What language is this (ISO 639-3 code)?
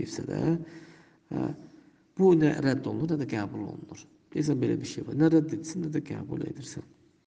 aze